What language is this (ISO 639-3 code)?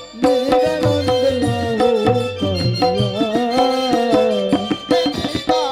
ben